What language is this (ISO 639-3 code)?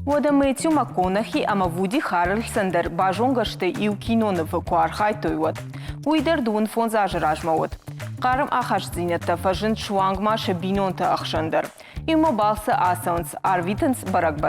oss